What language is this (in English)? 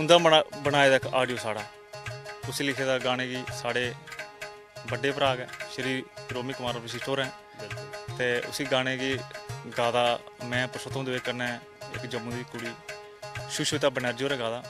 Dogri